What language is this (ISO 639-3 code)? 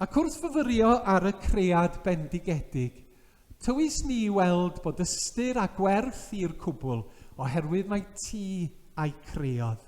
cym